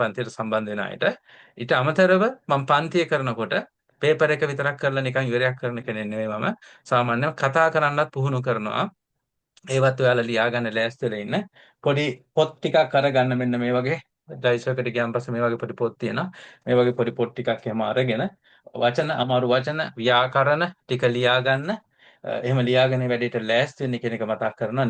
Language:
Sinhala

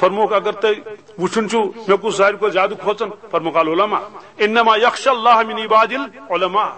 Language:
Kashmiri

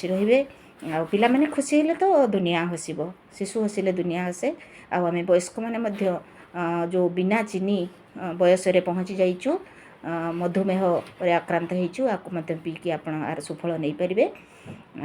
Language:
Odia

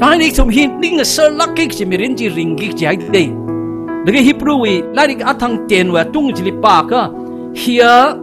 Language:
Tangkhul Naga (India)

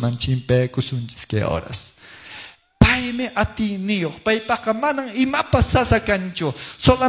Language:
Quechua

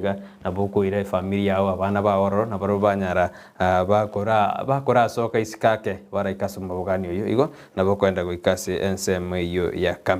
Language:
Gusii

